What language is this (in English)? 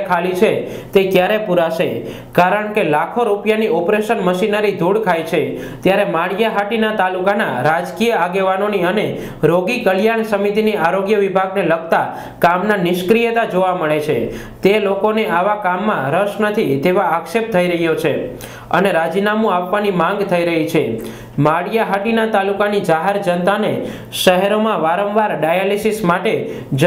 Gujarati